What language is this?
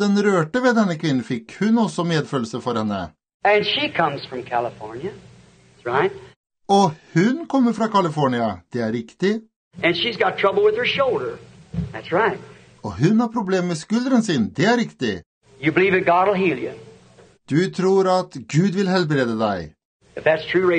Norwegian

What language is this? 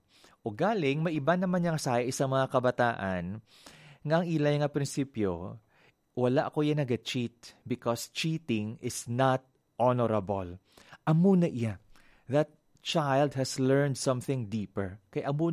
Hiligaynon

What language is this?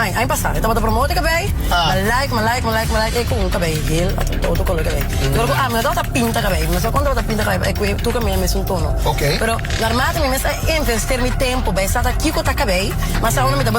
Papiamento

